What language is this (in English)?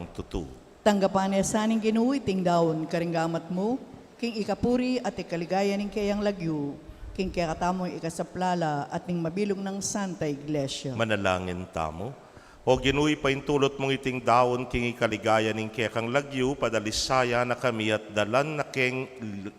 Pampanga